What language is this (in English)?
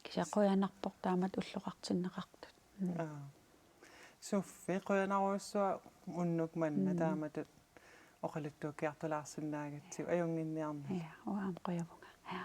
Kalaallisut